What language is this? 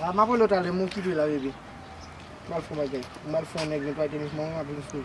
Haitian Creole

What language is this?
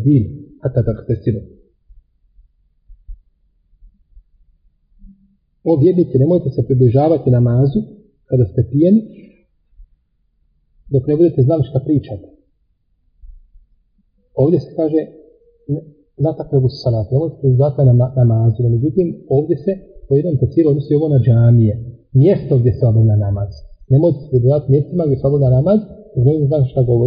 Bosnian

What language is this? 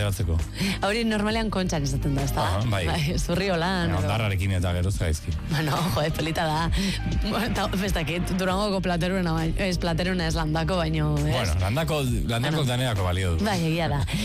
Basque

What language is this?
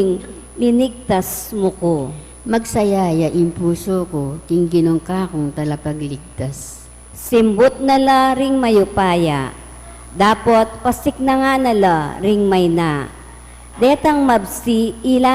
Pampanga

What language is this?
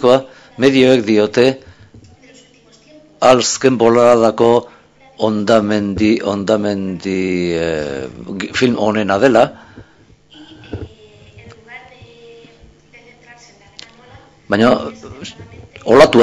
Basque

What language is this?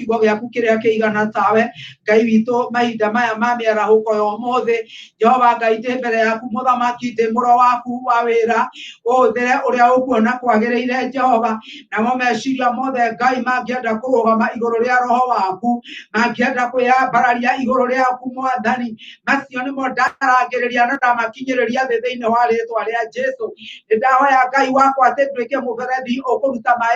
Kikuyu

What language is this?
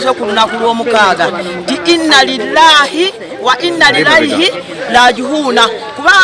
Ganda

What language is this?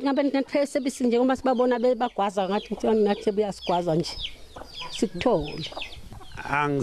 Zulu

